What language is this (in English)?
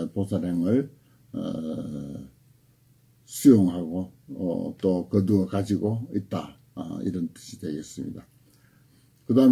Korean